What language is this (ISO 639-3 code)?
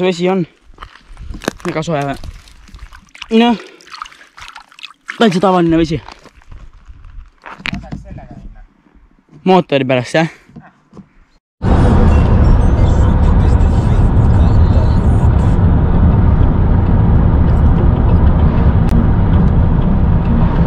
est